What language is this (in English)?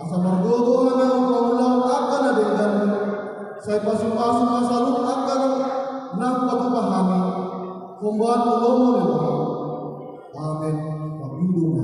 Batak Toba